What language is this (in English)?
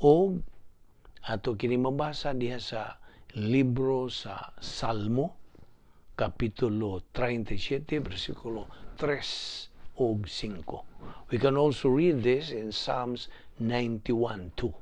Cebuano